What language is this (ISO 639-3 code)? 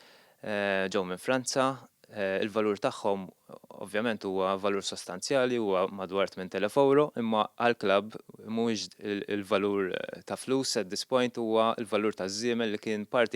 mlt